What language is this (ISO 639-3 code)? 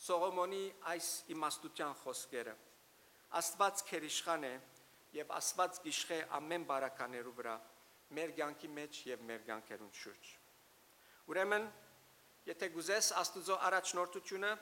hyw